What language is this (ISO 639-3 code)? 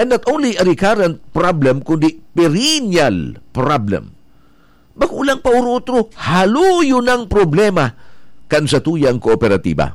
bik